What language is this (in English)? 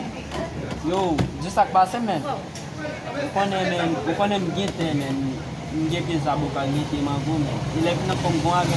Haitian Creole